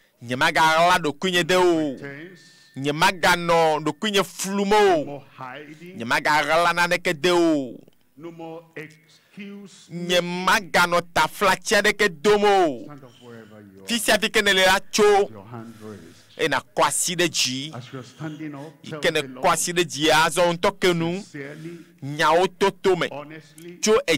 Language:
Ewe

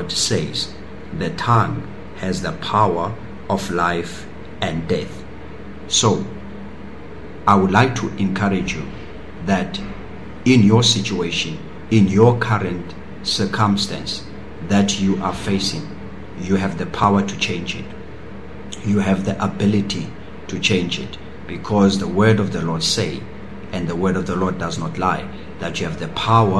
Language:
Afrikaans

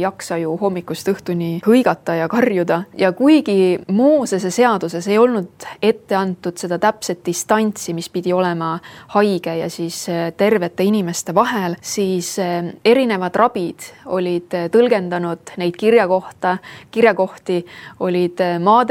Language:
Estonian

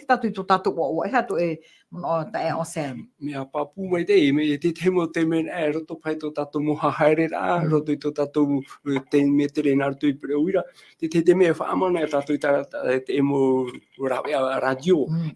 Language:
Tahitian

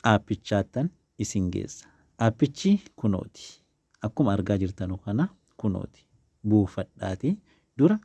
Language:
Oromo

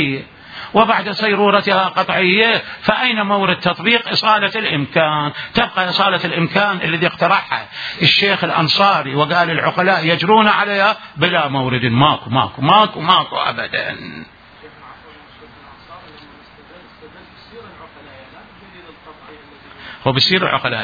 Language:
Mesopotamian Arabic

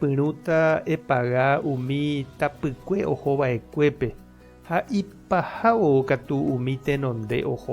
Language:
Guarani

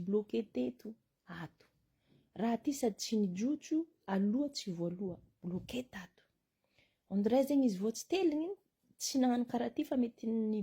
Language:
Malagasy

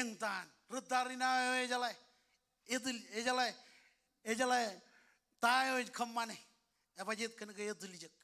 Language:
Marshallese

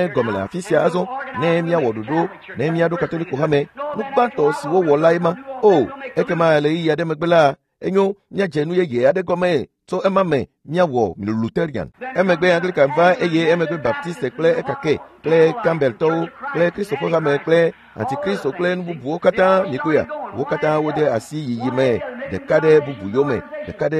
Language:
Ewe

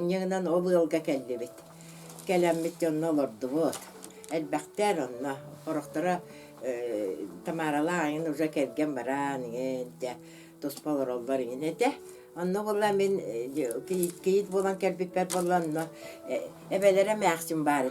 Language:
Yakut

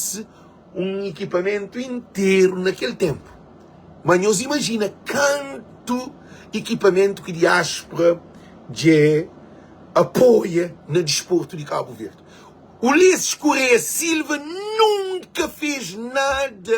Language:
Kabuverdianu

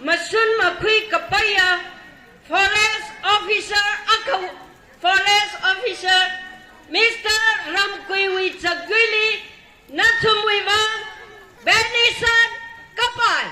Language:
Tangkhul Naga (India)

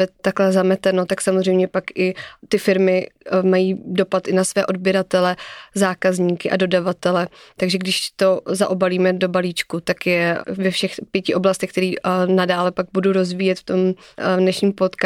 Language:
Czech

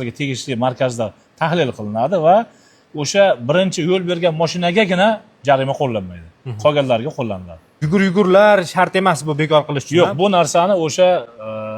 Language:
Uzbek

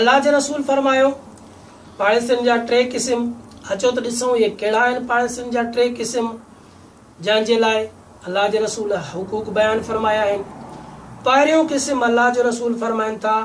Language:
Sindhi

